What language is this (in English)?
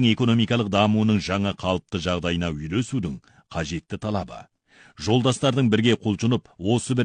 Kazakh